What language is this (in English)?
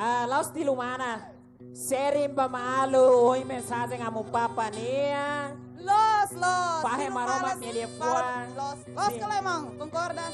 Tetum